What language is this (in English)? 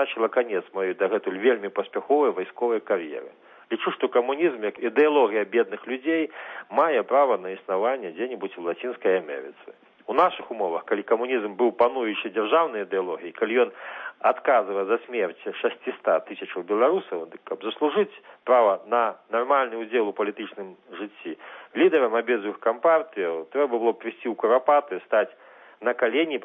Belarusian